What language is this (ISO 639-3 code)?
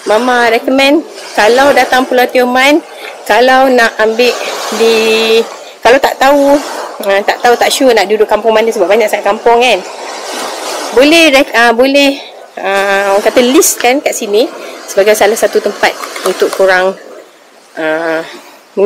msa